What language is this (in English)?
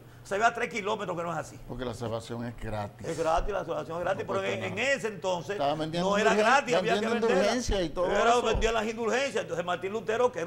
Spanish